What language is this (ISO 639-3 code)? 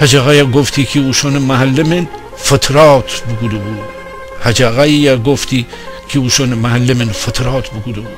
glk